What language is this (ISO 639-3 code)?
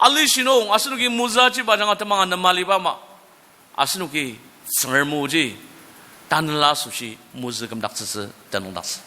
njo